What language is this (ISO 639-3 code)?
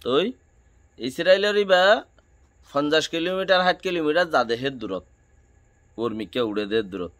rhg